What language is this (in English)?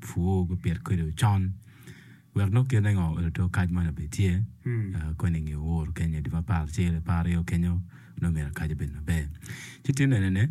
Acoli